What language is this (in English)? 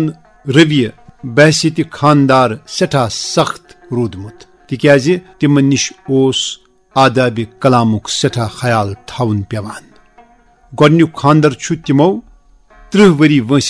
Kashmiri